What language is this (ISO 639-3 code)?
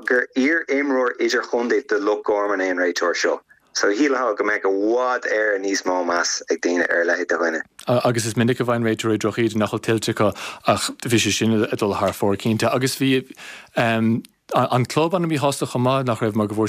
gle